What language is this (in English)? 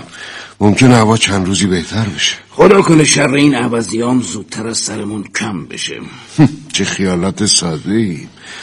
Persian